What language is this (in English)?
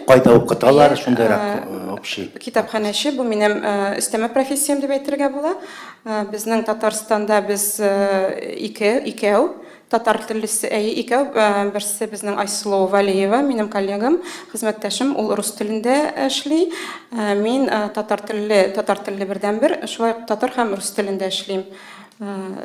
Tatar